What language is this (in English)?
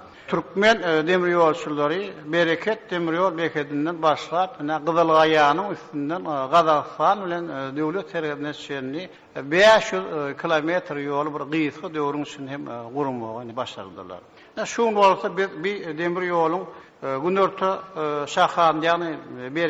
Turkmen